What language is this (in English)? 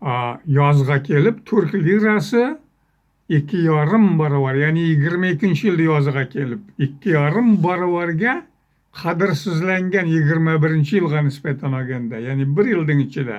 Uzbek